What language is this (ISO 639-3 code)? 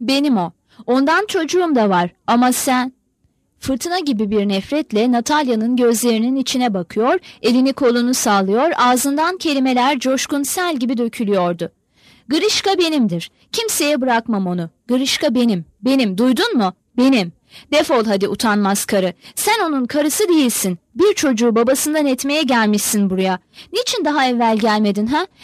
tur